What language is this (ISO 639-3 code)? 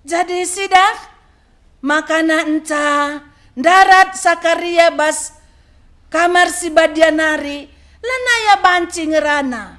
btx